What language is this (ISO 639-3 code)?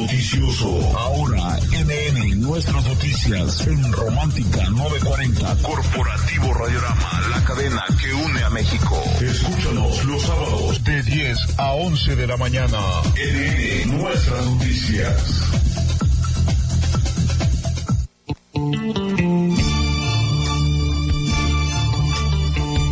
spa